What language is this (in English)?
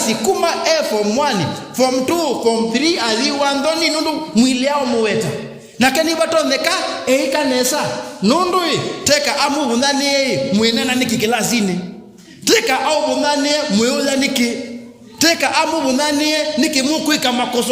Kamba